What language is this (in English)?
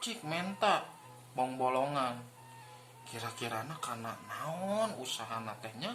Sundanese